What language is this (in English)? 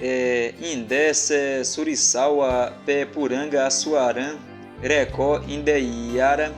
Nheengatu